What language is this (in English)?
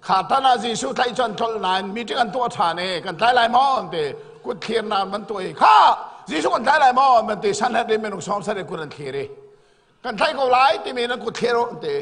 Hakha Chin